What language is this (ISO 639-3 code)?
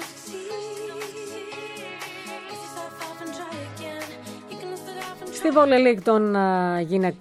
ell